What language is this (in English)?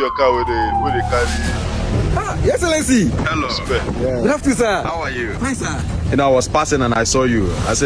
Nigerian Pidgin